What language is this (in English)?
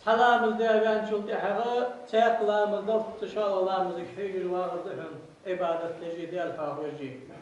Ingush